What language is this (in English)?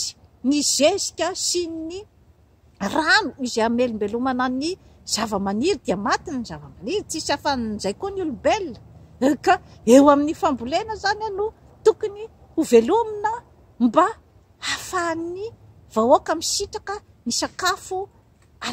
Malagasy